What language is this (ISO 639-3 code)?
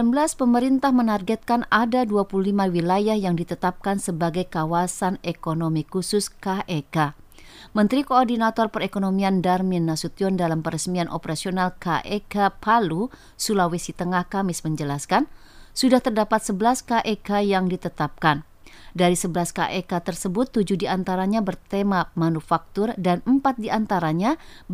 ind